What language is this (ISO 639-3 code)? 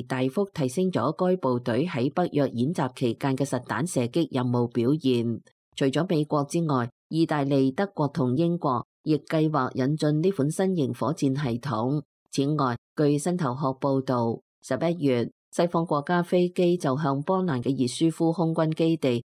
yue